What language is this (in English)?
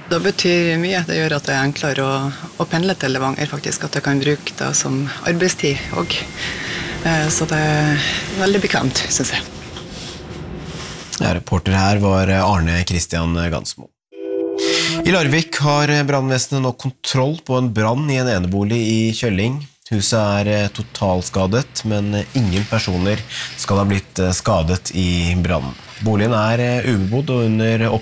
Norwegian